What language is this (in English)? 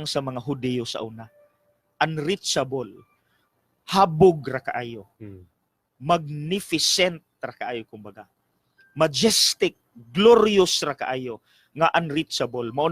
Cebuano